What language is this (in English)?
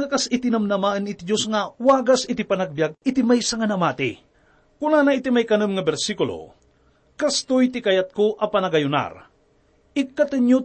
Iloko